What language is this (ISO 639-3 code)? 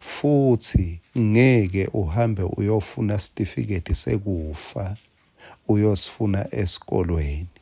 ssw